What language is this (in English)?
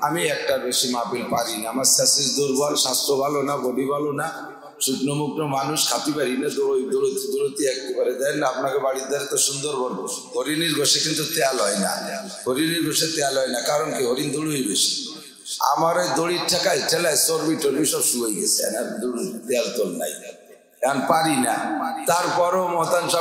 Bangla